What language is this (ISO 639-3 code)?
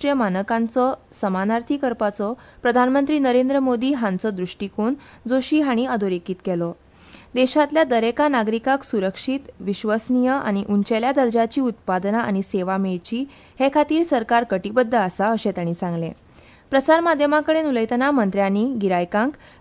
kok